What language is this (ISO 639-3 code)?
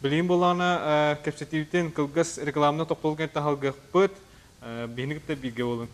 sah